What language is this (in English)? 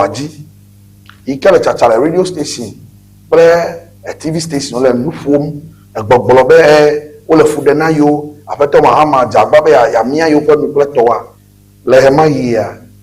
Ewe